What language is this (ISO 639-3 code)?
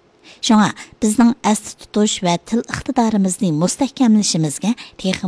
uig